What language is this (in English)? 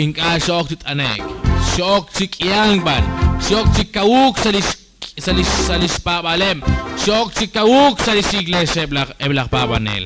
Kekchí